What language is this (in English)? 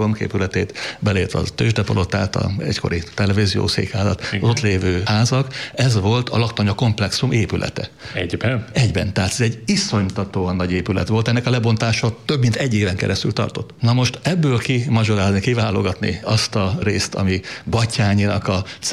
Hungarian